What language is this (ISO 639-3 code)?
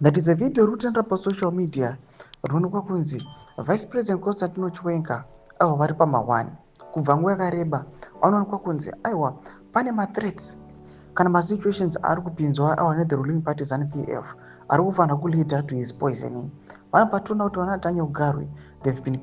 sna